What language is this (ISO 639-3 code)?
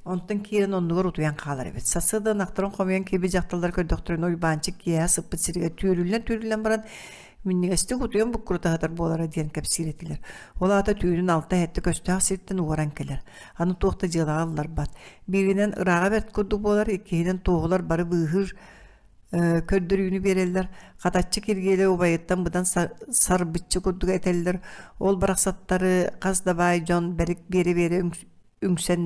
sah